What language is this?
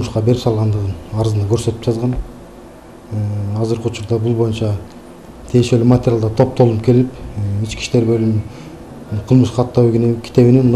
Kyrgyz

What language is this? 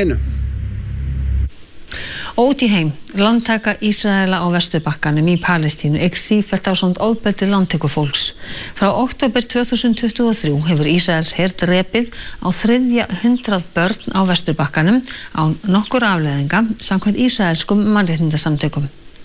Icelandic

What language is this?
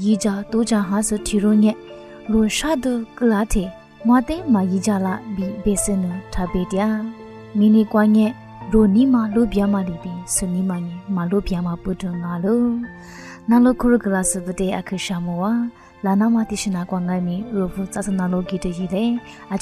Lisu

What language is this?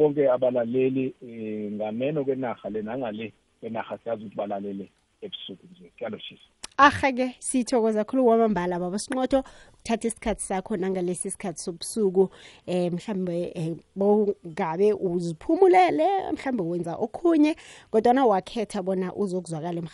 South Ndebele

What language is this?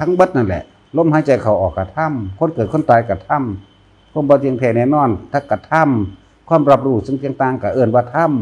Lao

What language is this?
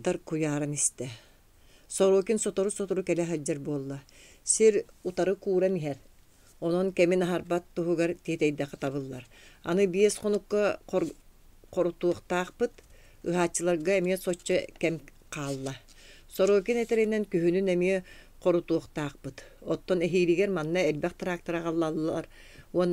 Yakut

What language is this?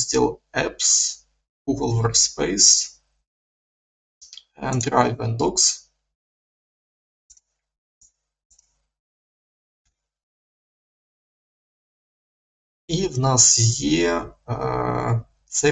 Ukrainian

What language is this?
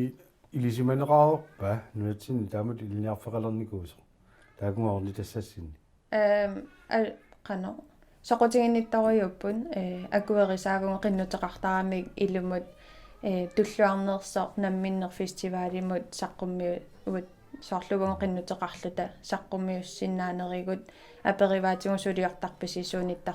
Kalaallisut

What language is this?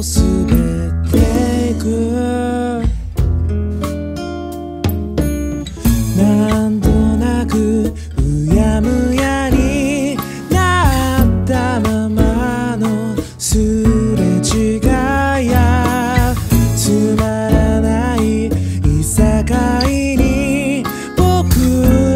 Japanese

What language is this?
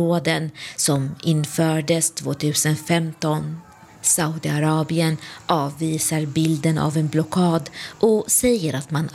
Swedish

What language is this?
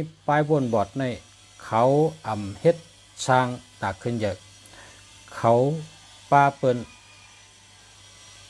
Shan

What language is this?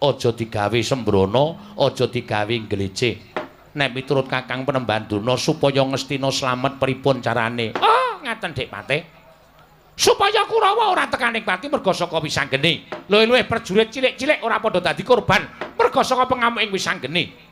Javanese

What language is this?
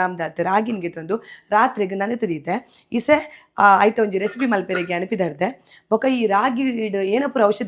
Tulu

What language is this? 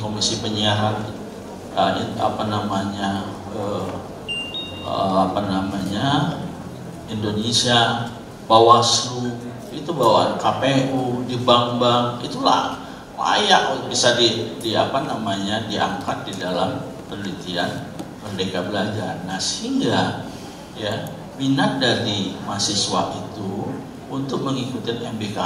Indonesian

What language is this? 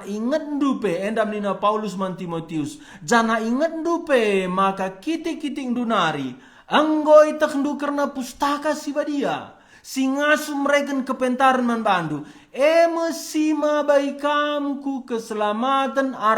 Batak Karo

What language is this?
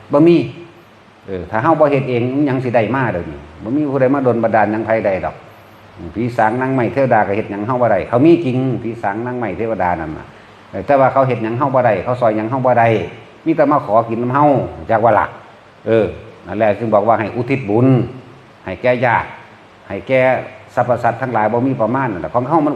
Northeastern Thai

